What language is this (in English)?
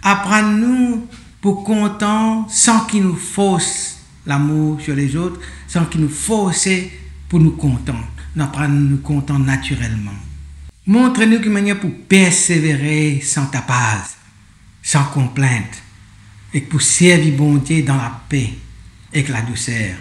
Morisyen